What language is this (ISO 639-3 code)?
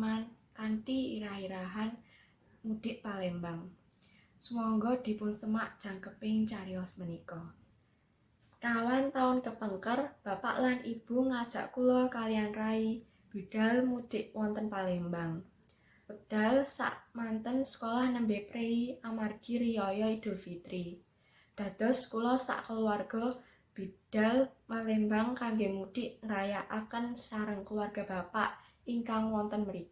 jav